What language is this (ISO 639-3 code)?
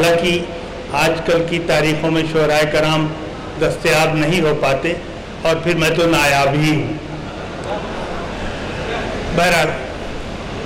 urd